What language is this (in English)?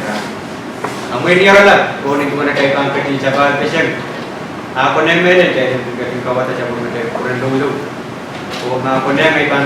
Pohnpeian